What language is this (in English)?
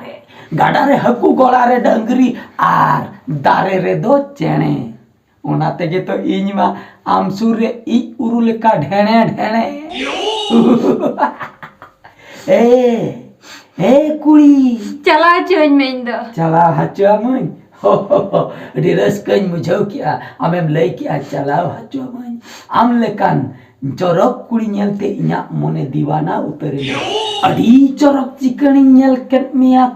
Santali